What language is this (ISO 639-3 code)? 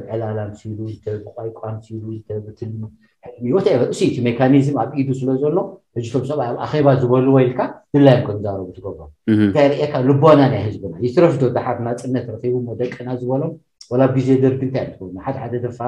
tir